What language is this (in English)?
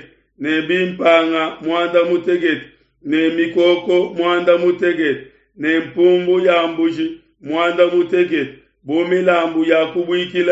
Luba-Lulua